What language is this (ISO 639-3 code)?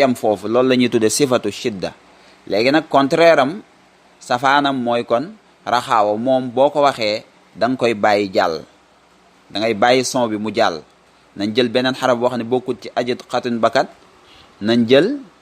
wol